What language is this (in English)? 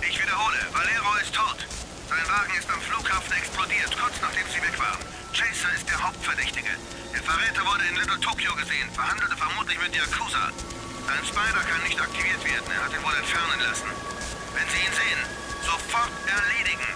Bavarian